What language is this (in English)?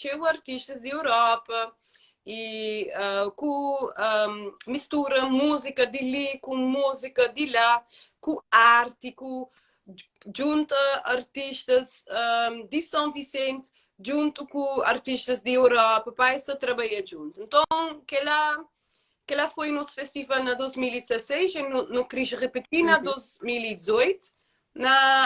Kabuverdianu